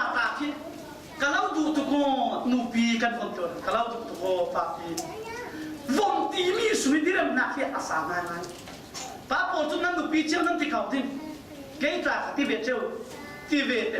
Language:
Falam Chin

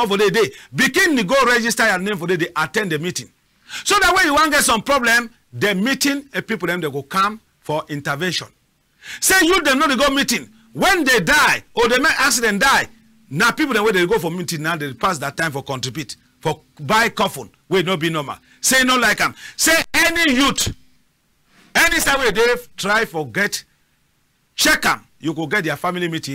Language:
Cameroon Pidgin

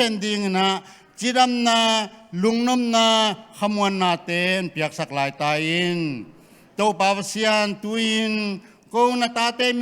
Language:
Tedim Chin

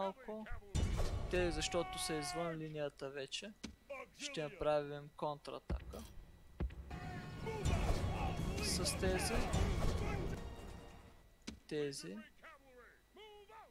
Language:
Bulgarian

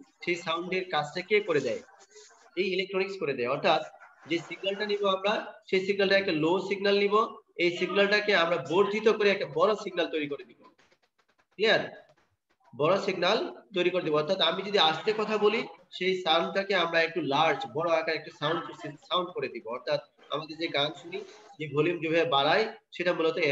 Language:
Bangla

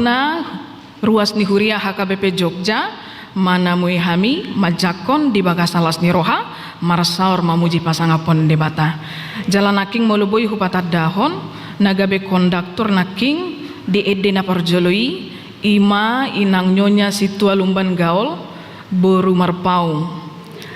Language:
Batak Toba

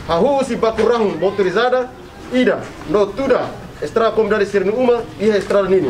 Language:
Tetum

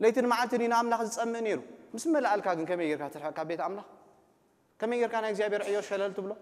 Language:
Tigrinya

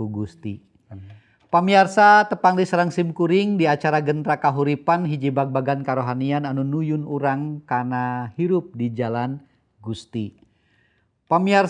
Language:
Sundanese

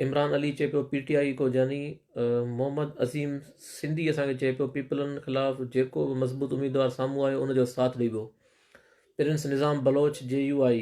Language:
Sindhi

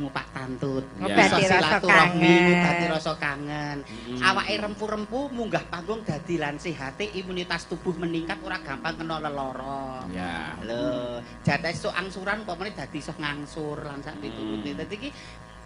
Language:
Javanese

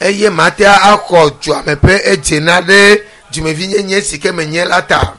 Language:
Ewe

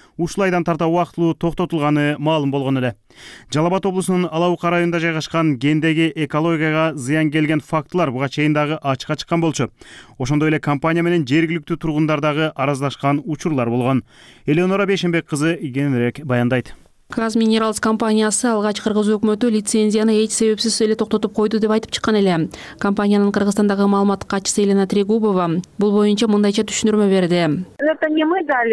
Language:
Kyrgyz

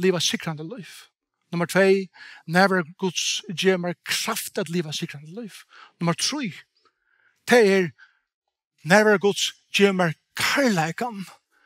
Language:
Faroese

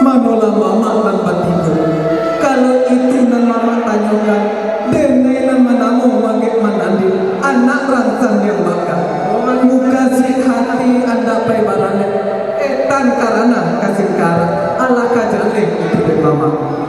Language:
Minangkabau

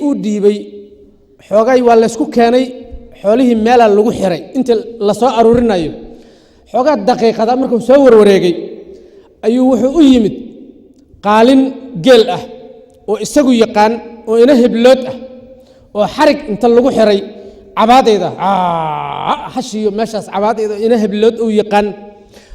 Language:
Somali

